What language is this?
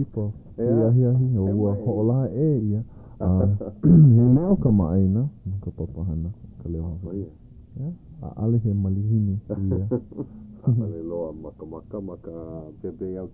Hawaiian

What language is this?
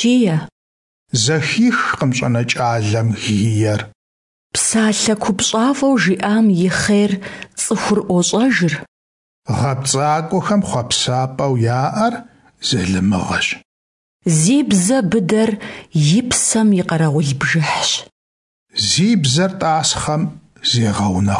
Kabardian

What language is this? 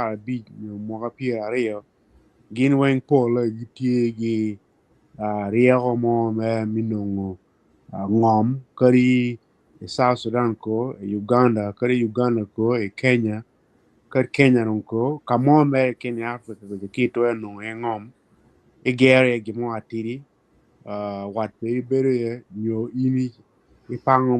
Acoli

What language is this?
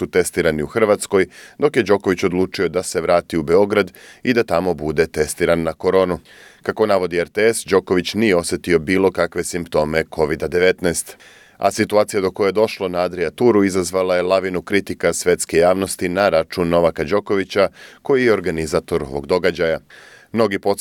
Serbian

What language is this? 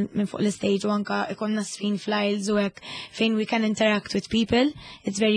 Maltese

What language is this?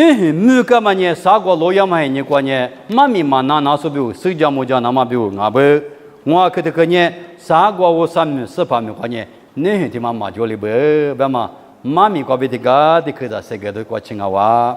Lisu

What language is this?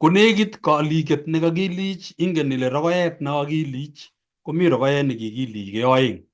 Kalenjin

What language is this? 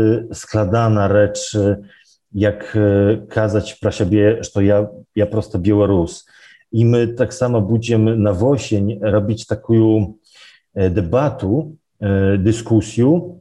Belarusian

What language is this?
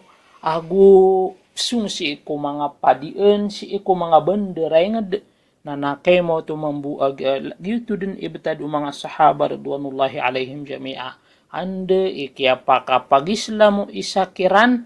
Maranao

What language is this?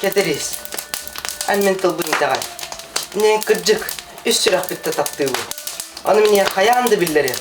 Yakut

